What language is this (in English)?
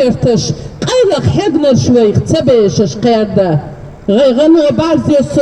Chechen